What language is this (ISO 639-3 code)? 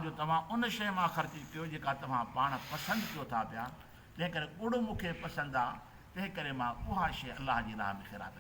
snd